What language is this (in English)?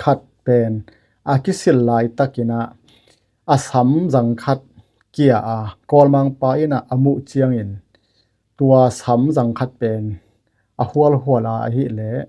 Tedim Chin